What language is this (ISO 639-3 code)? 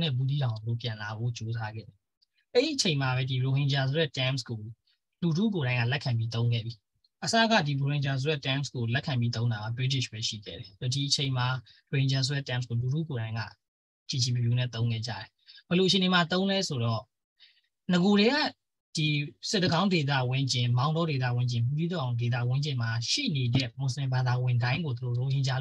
mya